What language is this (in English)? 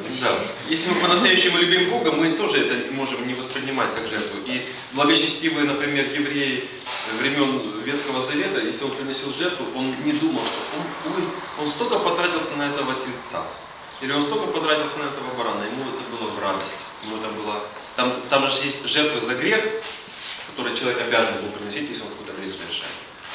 Russian